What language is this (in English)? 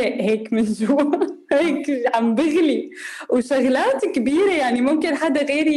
North Levantine Arabic